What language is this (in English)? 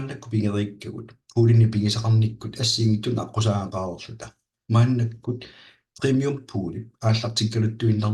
Kalaallisut